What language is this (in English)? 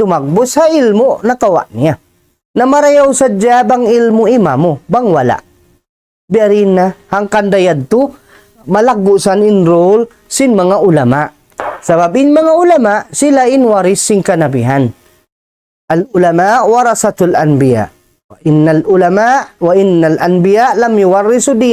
Tausug